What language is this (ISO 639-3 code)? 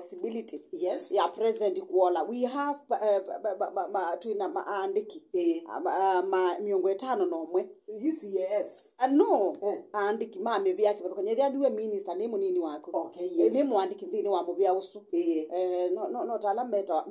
kam